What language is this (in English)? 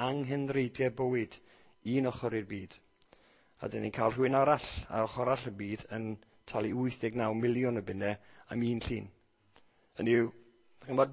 Welsh